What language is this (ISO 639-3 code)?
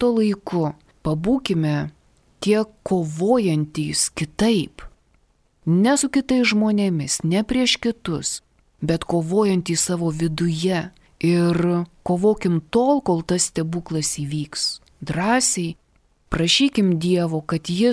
lit